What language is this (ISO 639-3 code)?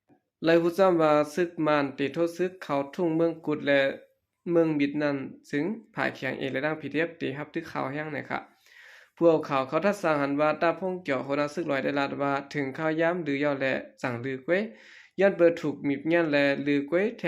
shn